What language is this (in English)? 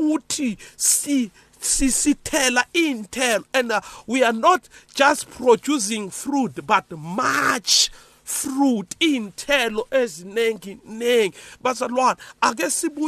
South Ndebele